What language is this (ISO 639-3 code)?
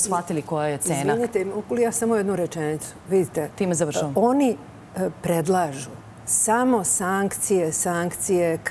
srp